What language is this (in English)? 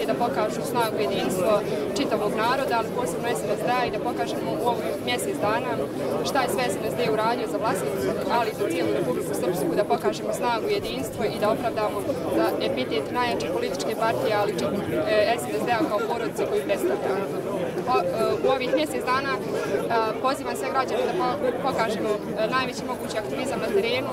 Serbian